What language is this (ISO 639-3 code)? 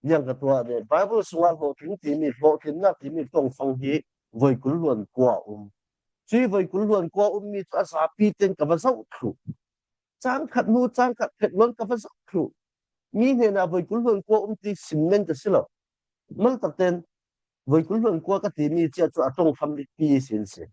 cfm